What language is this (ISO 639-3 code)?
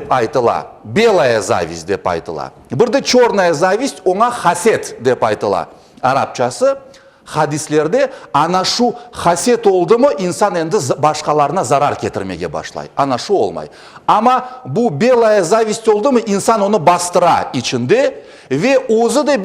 crh